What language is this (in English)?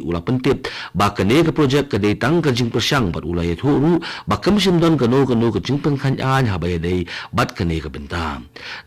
Khasi